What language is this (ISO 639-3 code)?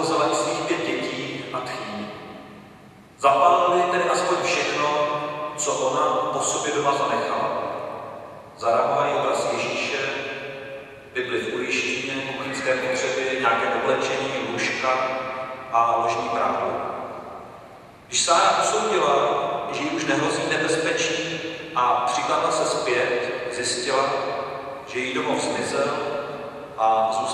ces